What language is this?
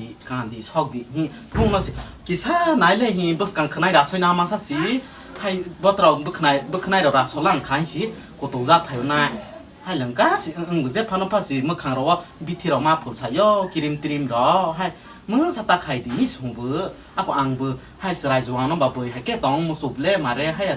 Kok Borok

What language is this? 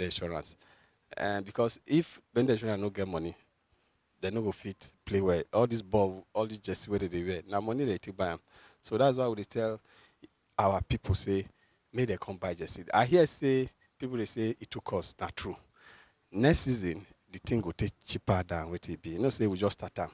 Nigerian Pidgin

